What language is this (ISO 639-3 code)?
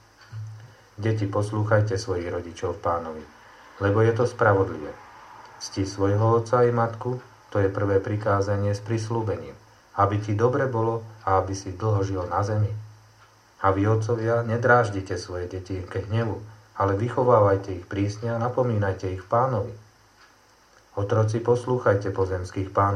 slk